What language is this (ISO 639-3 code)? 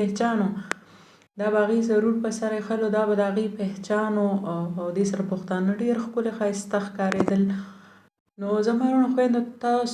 pus